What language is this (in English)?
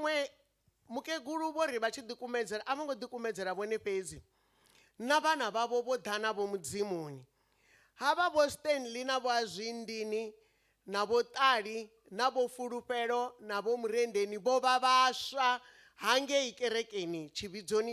Venda